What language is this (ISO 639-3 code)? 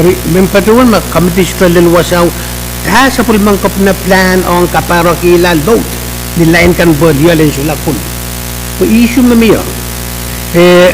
pon